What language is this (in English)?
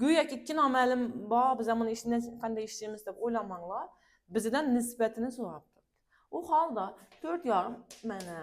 Uzbek